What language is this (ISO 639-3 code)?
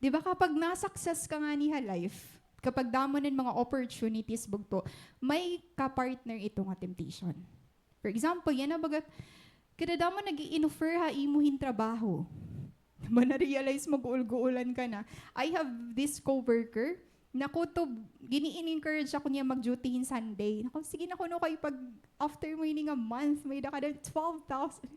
war